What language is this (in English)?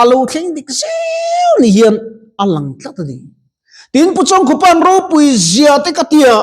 Mizo